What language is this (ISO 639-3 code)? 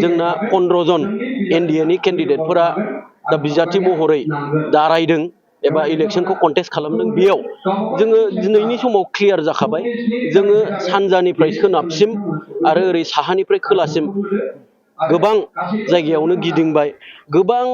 brx